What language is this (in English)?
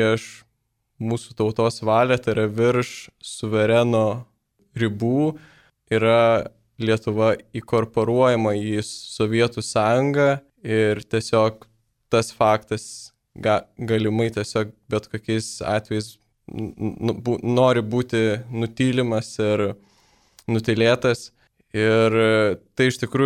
Lithuanian